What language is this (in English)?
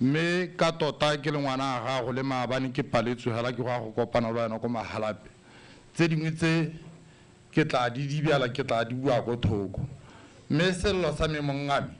Tswana